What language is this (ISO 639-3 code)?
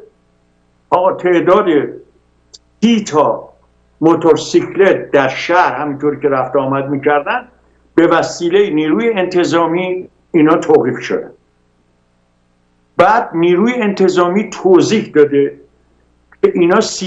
fas